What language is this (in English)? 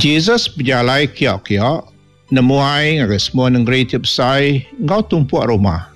Iban